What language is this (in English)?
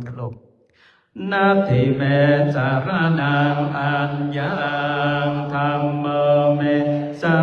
Pali